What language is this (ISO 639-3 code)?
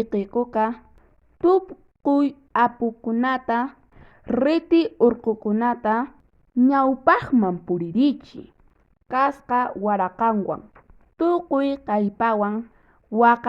que